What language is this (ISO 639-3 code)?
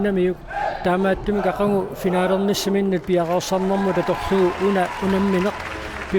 kal